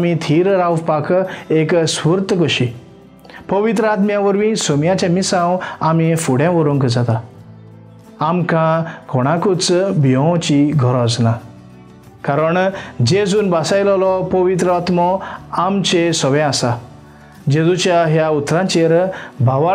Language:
Konkani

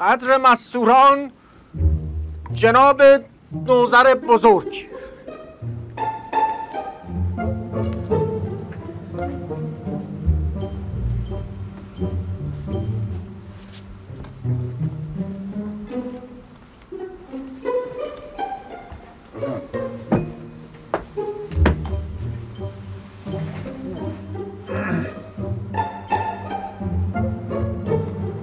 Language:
Persian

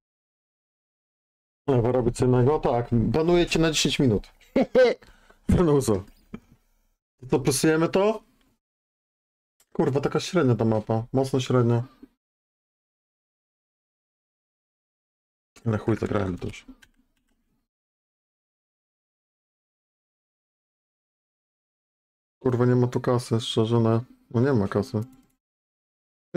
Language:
Polish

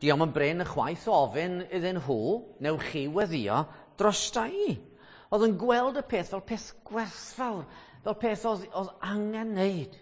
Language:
Welsh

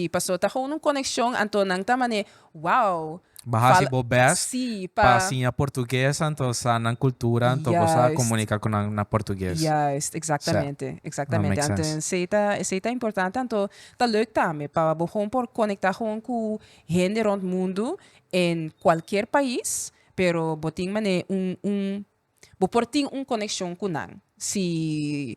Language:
Papiamento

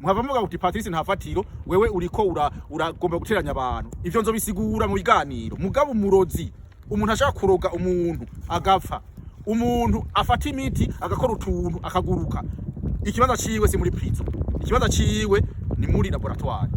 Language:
Rundi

